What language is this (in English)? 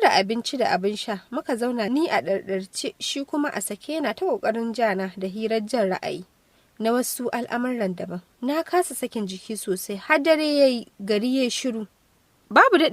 Hausa